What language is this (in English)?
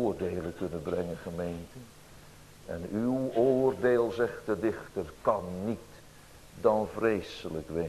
Dutch